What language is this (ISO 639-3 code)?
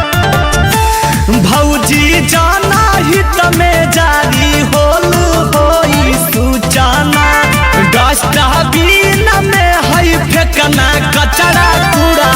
mag